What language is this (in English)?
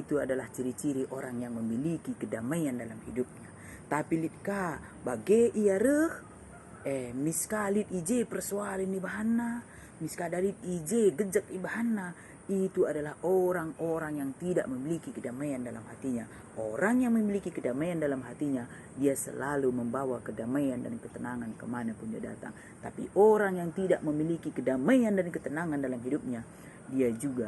Batak Karo